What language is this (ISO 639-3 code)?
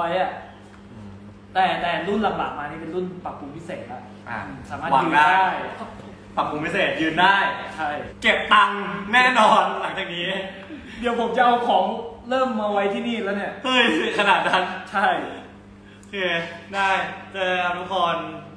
tha